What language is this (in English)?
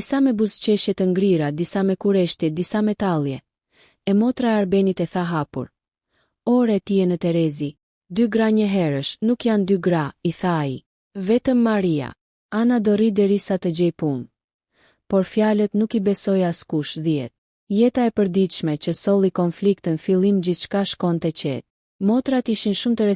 Albanian